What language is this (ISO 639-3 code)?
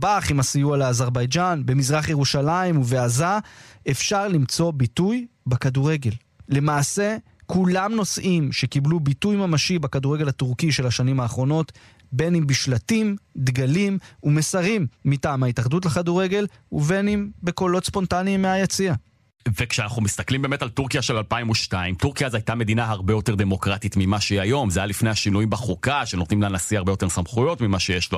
heb